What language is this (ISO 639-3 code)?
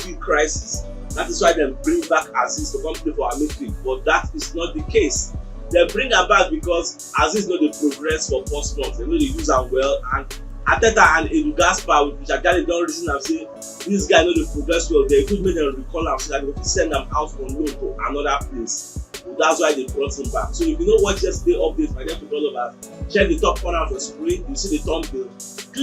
pcm